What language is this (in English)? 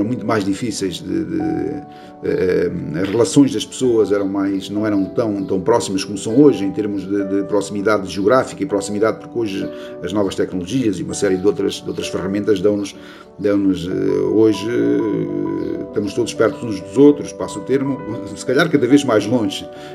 Portuguese